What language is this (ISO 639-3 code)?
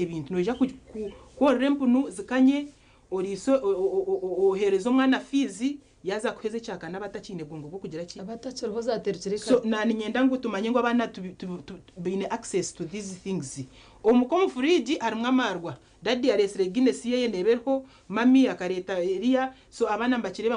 nyn